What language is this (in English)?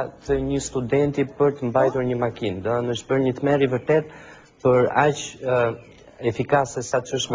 Albanian